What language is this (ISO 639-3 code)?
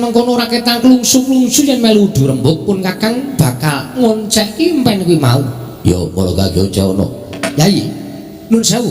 jav